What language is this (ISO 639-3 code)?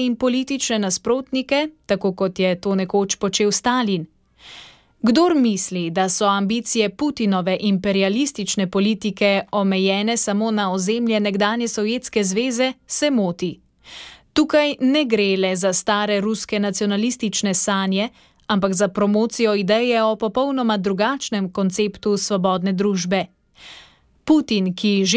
slv